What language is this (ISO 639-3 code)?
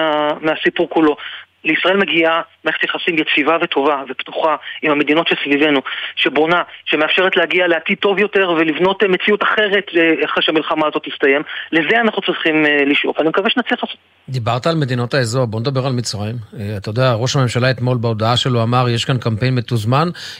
heb